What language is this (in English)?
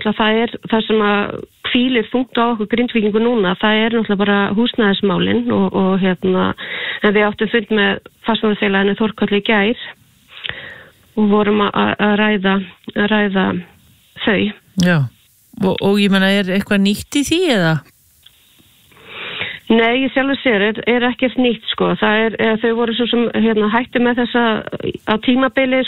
Icelandic